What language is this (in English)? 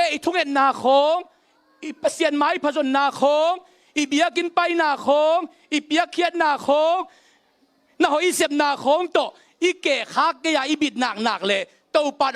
Tedim Chin